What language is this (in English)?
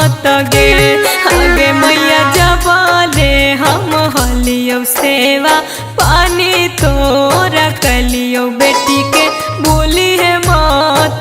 Magahi